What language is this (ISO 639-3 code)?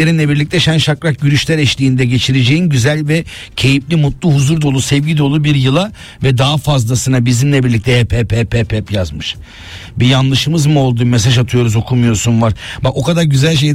tur